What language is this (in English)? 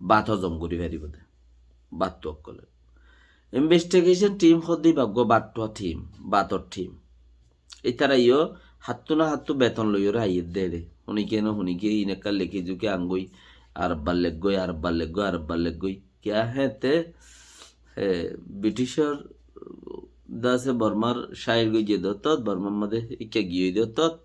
Rohingya